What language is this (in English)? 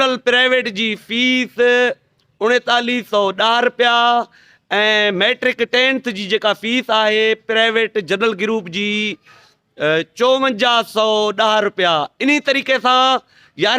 Sindhi